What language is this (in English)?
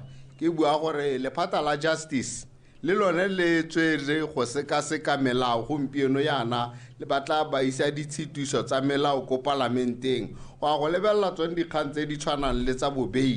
Tswana